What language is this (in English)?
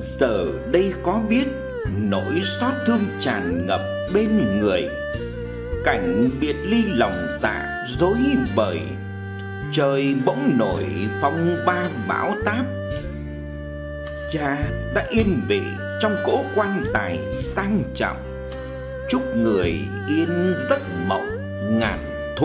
Vietnamese